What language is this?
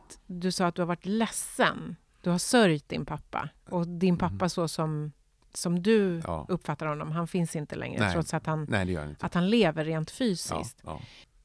Swedish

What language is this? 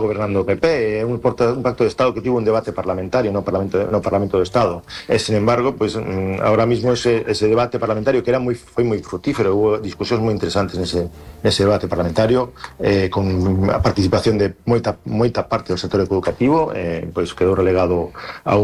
Galician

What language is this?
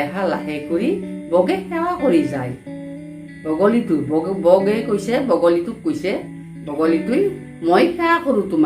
Assamese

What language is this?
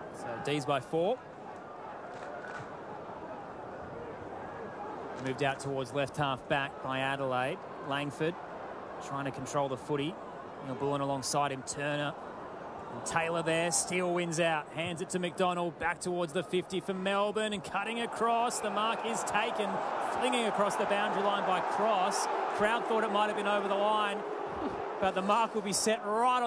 English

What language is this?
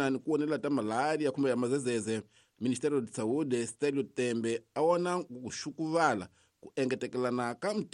Tsonga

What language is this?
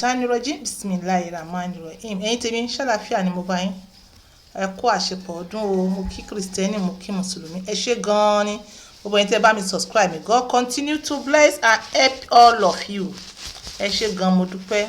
Yoruba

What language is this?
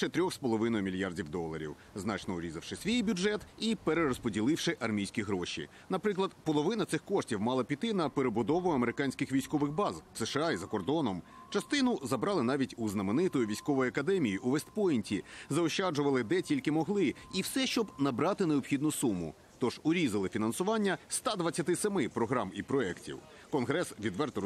Ukrainian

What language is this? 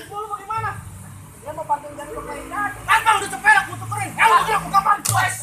Betawi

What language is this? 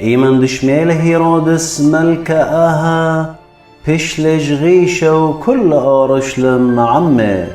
Assyrian Neo-Aramaic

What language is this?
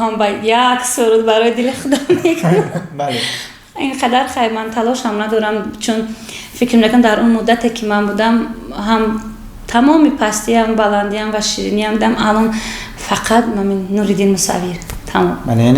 Tajik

